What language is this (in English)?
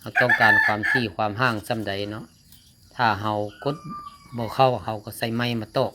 Lao